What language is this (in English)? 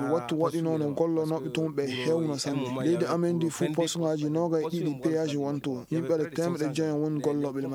Fula